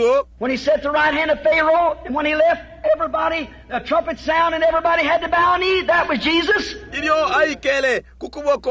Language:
Bemba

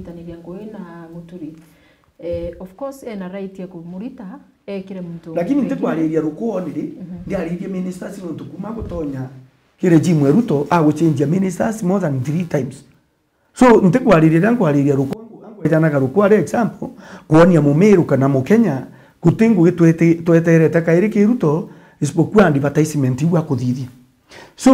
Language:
Meru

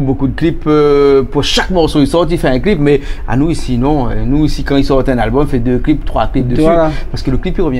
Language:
Réunion Creole French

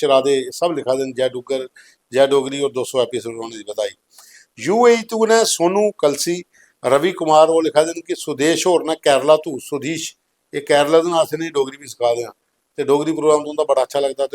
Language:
Dogri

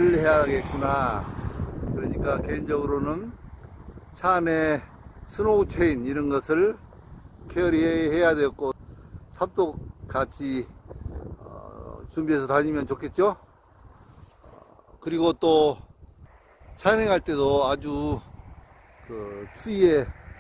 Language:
Korean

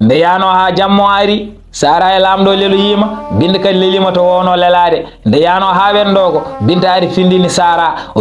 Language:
Fula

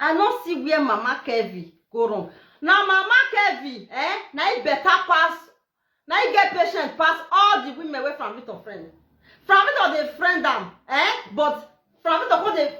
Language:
Nigerian Pidgin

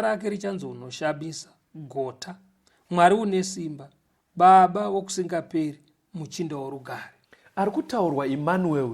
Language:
Shona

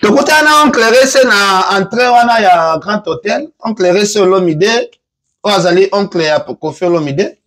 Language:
Lingala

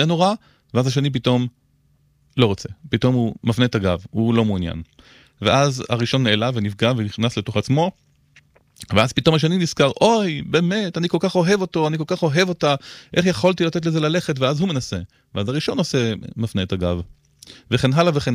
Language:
Hebrew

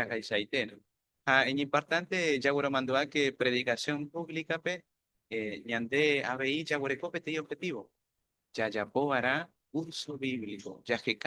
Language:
Guarani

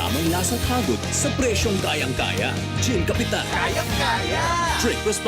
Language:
Bikol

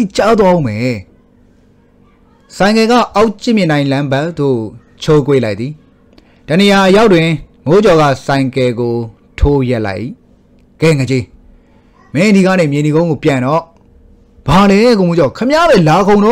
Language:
Burmese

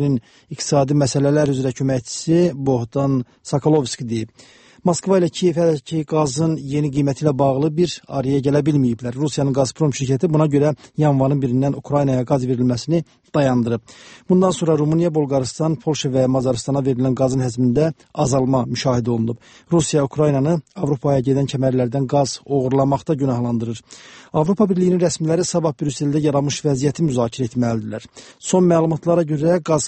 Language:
Azerbaijani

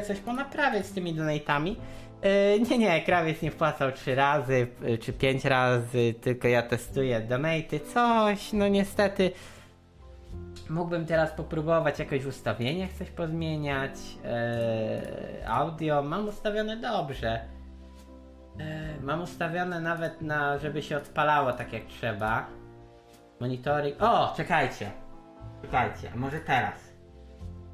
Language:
Polish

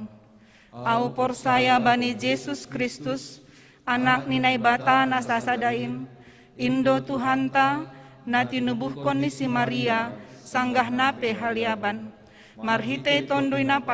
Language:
Batak Simalungun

